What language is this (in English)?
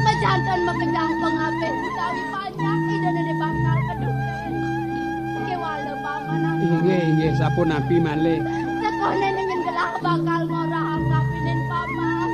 Balinese